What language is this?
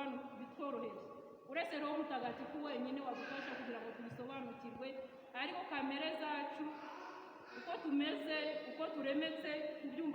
Kinyarwanda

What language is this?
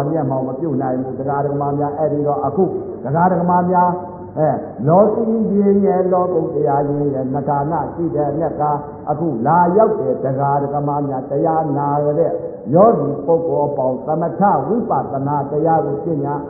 Burmese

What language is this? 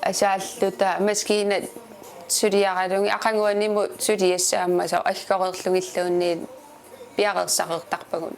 Kalaallisut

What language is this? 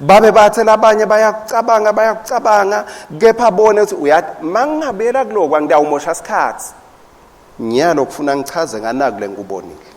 Swati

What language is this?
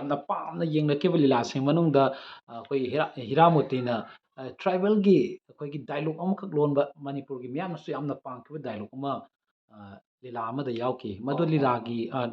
Manipuri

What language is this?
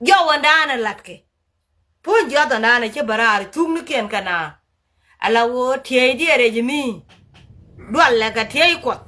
Nuer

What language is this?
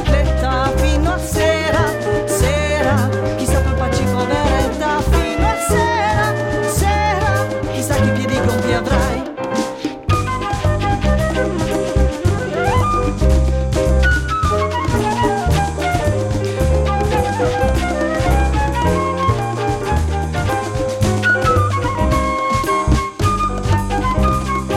German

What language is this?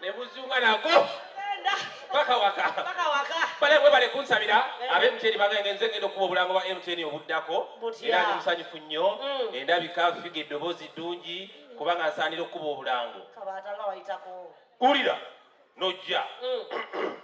Ganda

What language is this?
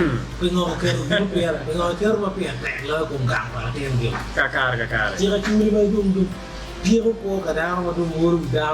Acoli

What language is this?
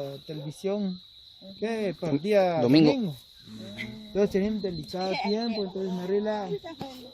Kʼicheʼ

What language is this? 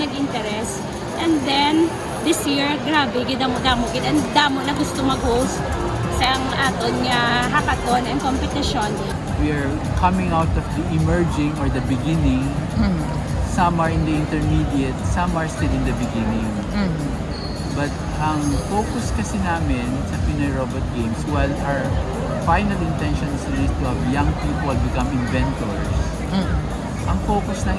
Hiligaynon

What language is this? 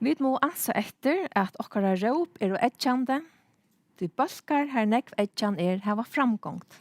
Faroese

